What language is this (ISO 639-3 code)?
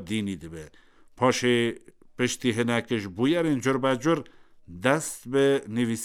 kur